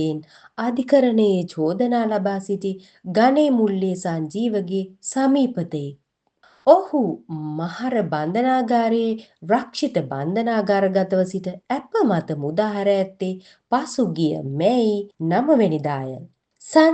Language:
Sinhala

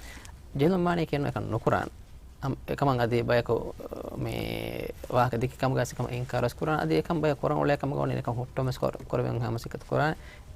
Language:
Divehi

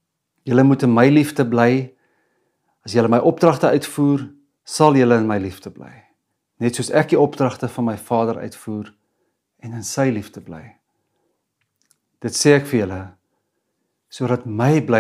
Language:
Afrikaans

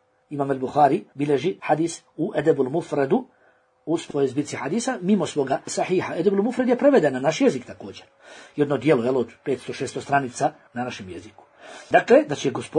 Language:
Bosnian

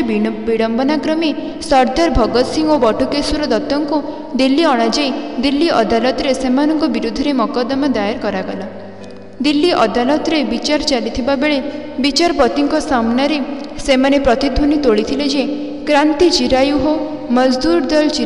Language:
Odia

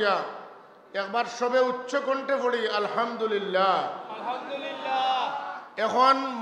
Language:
Sylheti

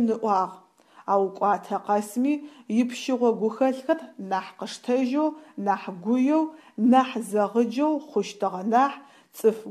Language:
Adyghe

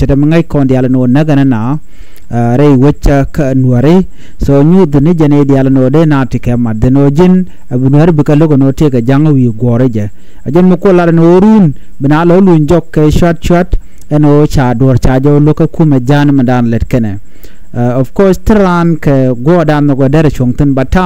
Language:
Nuer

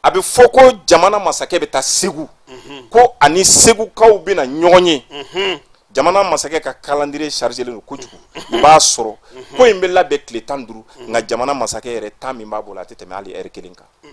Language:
Bambara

